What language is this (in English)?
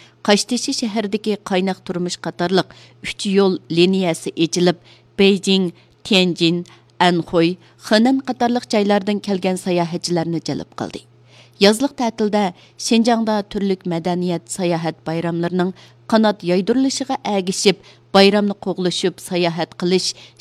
Uyghur